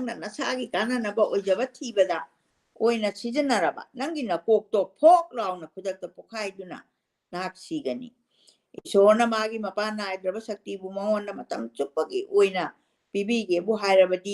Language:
Manipuri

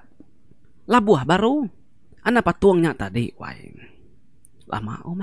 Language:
Iban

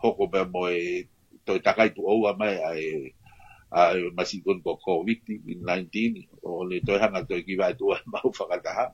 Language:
Tongan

